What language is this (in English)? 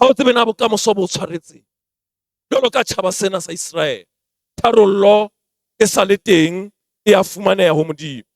Southern Sotho